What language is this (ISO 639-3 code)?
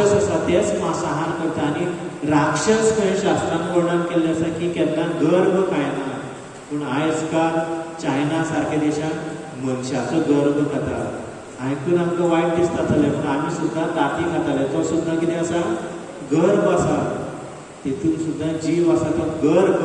kok